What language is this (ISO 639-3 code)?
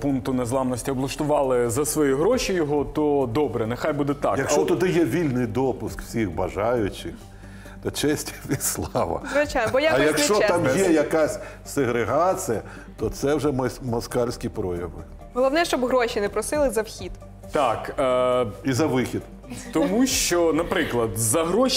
ukr